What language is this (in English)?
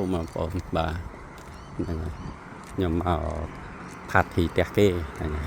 Khmer